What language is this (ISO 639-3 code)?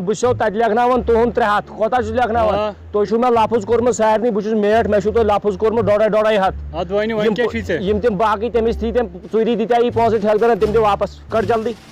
kas